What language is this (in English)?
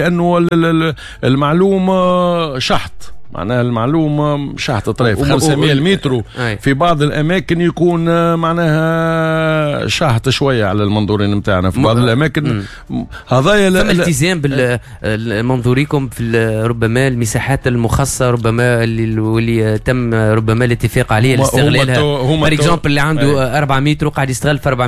Tunisian Arabic